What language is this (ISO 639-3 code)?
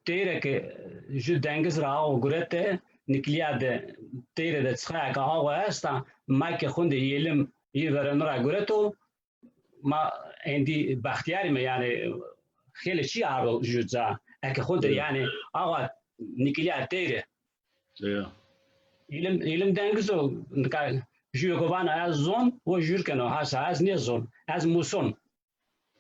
zza